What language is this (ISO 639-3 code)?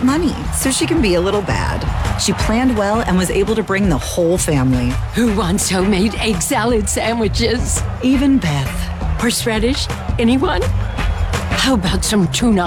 eng